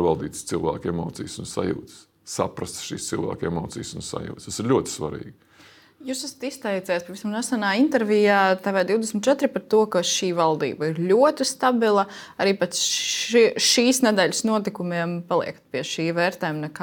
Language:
Latvian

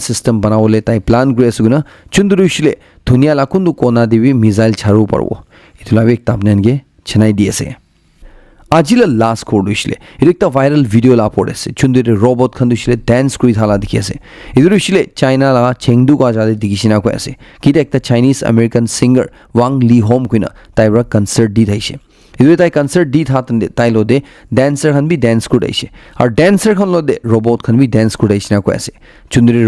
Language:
Naga Pidgin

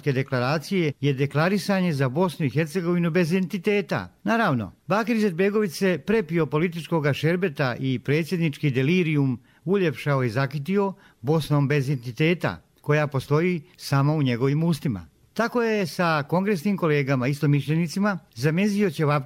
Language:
Bosnian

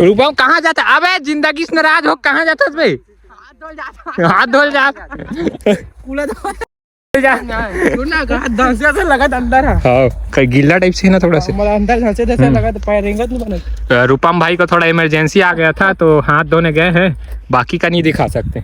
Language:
Chhattisgarhi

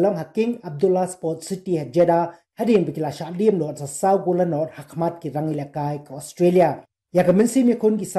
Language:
Khasi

